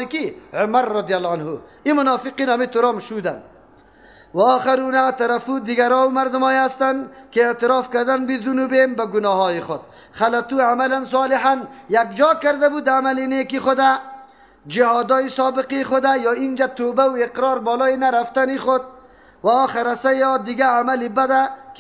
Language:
Persian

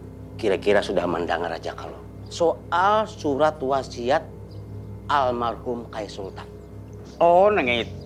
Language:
Banjar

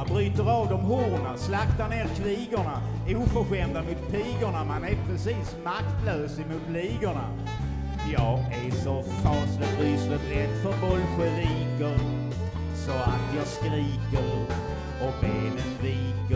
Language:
Swedish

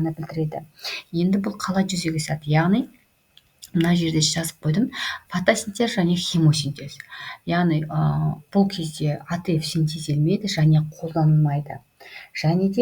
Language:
Kazakh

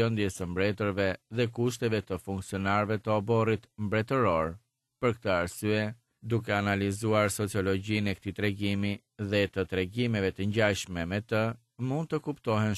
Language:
Albanian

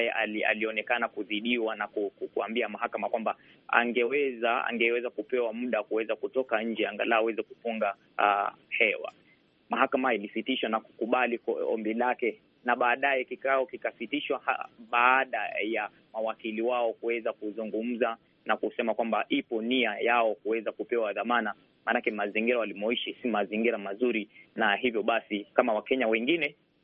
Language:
Swahili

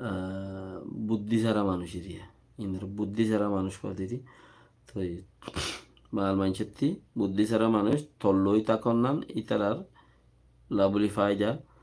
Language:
Rohingya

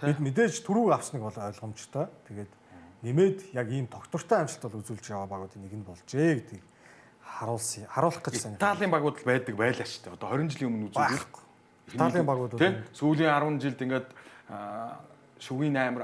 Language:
Mongolian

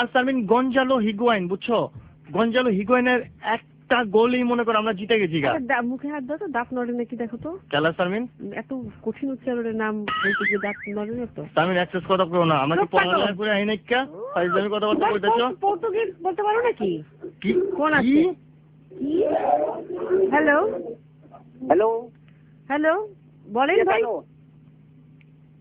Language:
Bangla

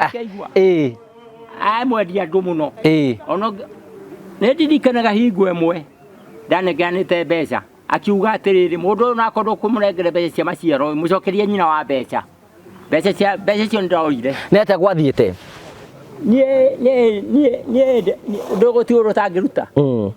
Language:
Kikuyu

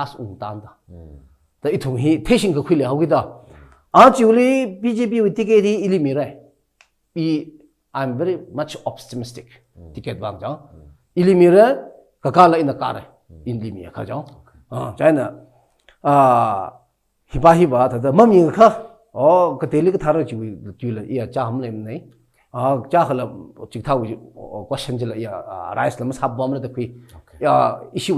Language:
Tangkhul Naga (India)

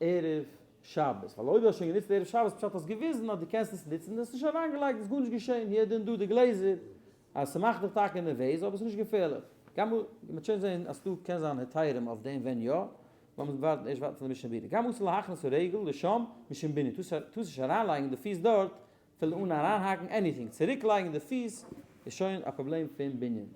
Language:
Yiddish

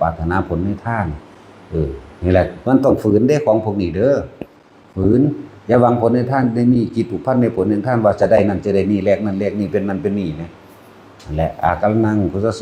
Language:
Northeastern Thai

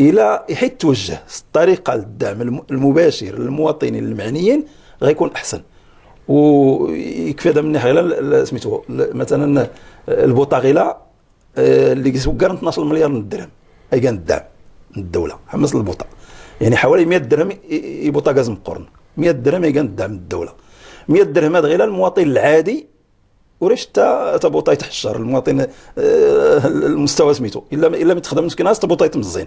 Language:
Moroccan Arabic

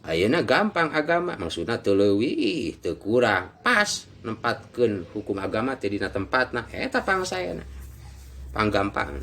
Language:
Sundanese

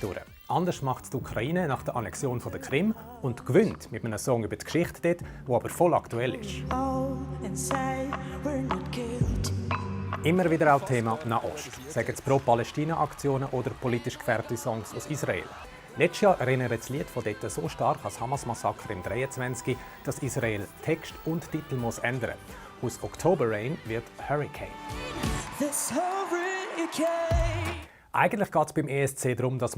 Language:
Swiss German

